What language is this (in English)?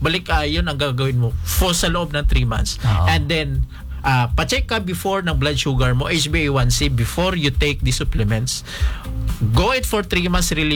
Filipino